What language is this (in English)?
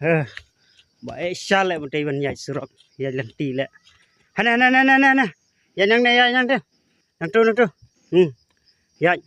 Khasi